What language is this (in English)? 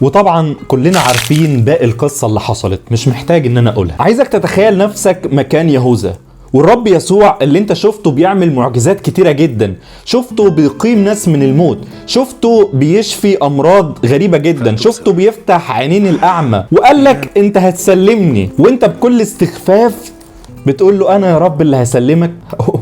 Egyptian Arabic